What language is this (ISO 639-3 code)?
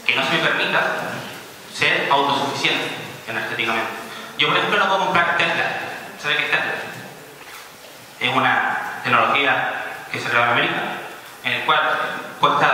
spa